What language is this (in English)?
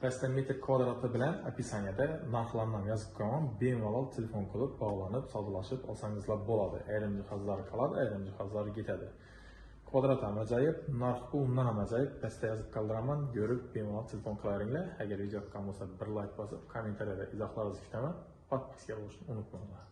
Uzbek